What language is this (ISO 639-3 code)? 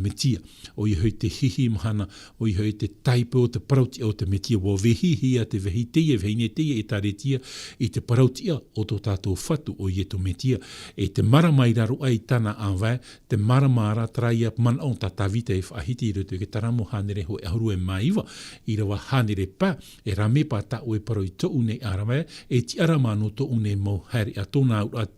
tah